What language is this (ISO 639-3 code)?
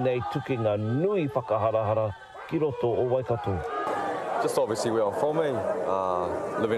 mri